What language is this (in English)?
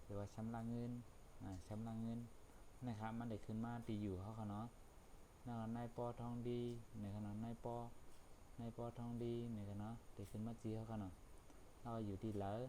Shan